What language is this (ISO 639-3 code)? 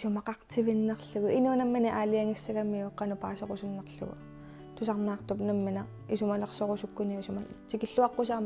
kal